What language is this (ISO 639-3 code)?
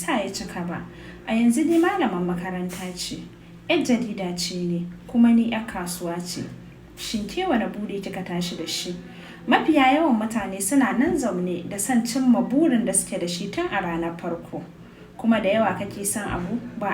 hau